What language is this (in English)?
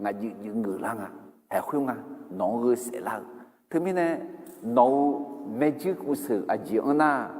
Akha